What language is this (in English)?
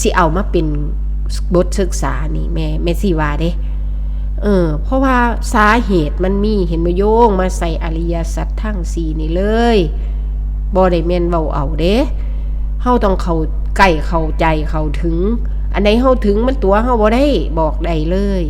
Northeastern Thai